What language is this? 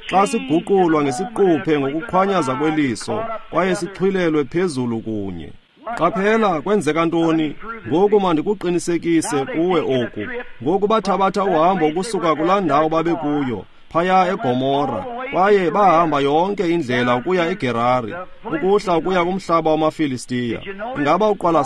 Xhosa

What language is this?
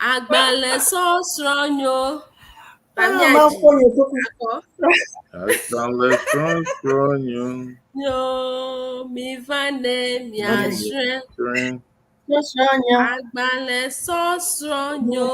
Ewe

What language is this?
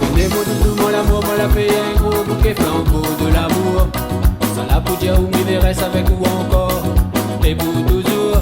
Réunion Creole French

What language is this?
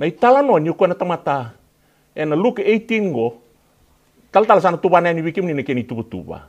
Fijian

